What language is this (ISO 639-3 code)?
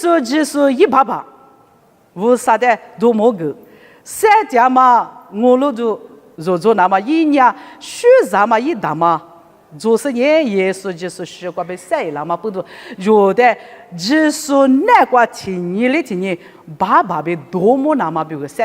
lis